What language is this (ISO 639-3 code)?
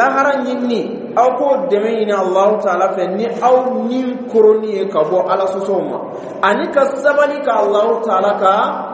dyu